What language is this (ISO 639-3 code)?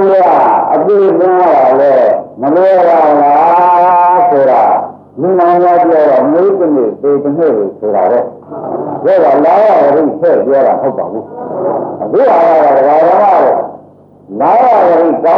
mya